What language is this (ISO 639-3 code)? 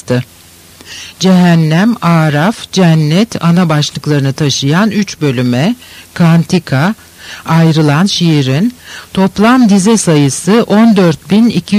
tur